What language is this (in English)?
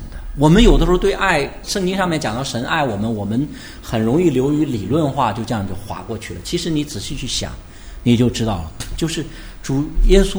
Chinese